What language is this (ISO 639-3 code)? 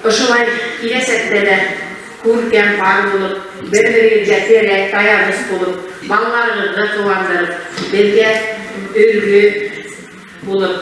bak